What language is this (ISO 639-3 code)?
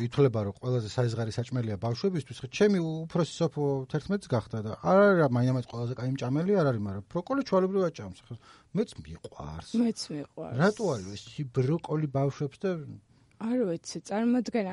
kat